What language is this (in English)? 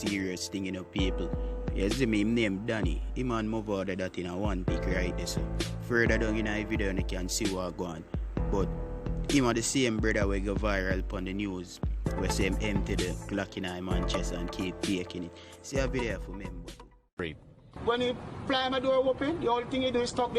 Jamaican Creole English